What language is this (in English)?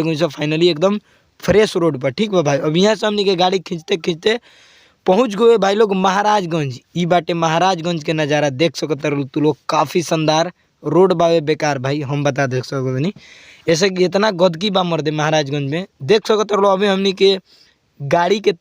Bhojpuri